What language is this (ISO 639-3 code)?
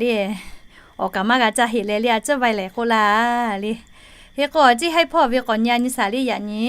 lhu